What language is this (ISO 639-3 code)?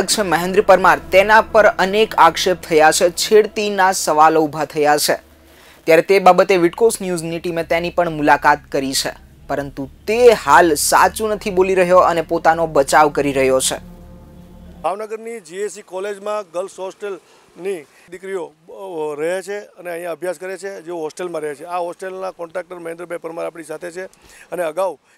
guj